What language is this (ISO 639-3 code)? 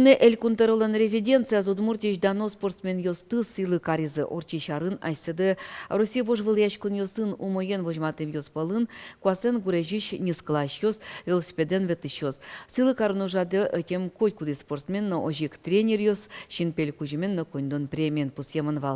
udm